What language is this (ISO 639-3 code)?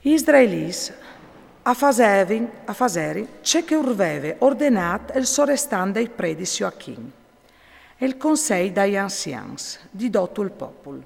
fur